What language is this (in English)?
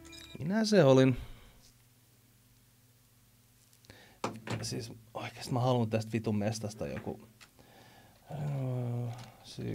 Finnish